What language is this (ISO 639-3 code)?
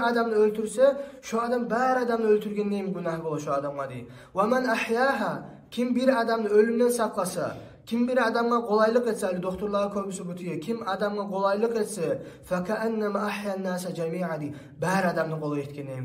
kum